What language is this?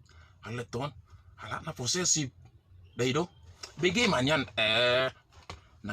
Batak Toba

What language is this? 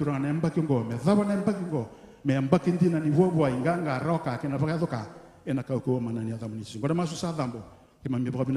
Fijian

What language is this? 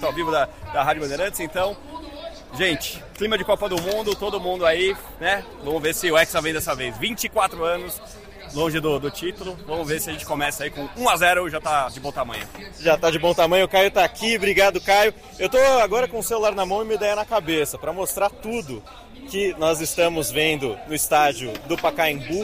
Portuguese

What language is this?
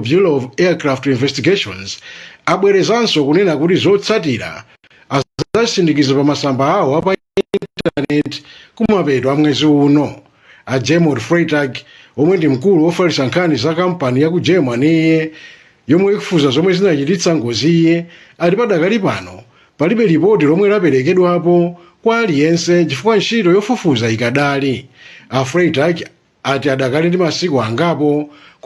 Nyanja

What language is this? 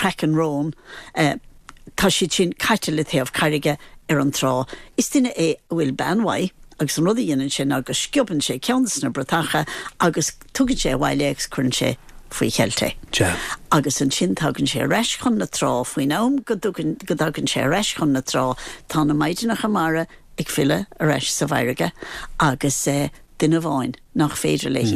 Irish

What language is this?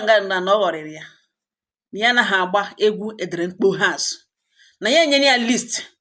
Igbo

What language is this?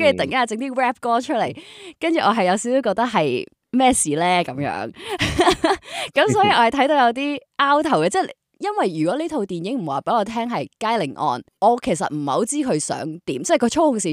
Cantonese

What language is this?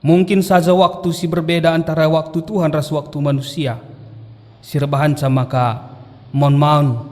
Batak Karo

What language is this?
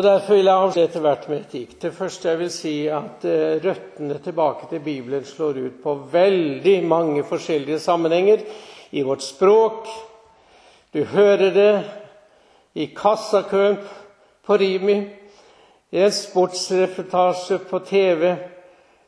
Norwegian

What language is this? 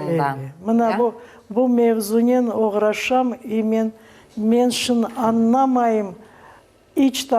Crimean Tatar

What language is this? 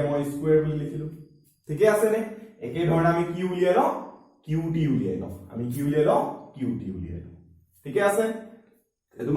Assamese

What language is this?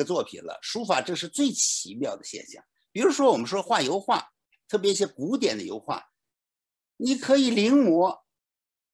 Chinese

